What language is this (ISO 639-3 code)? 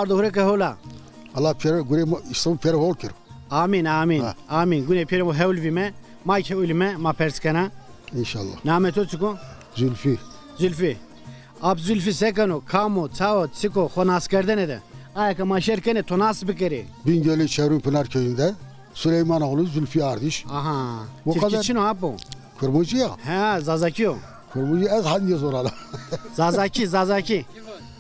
zza